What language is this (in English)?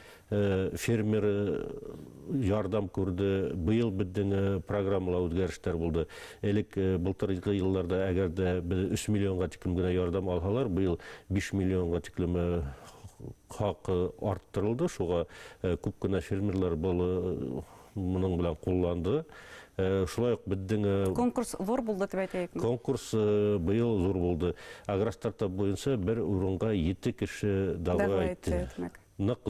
Bashkir